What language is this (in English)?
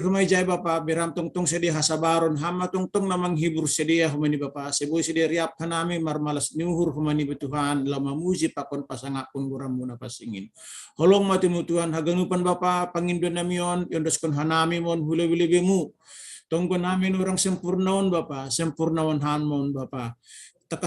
Batak Simalungun